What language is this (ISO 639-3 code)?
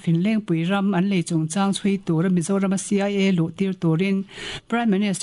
lus